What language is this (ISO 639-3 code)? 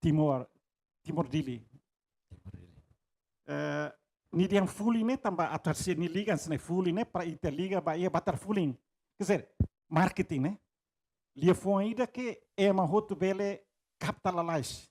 tet